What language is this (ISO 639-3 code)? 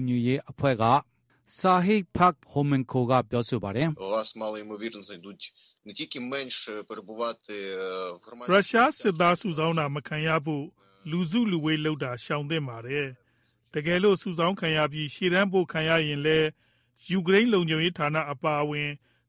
mya